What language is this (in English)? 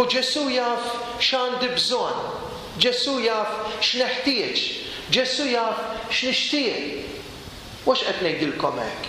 Maltese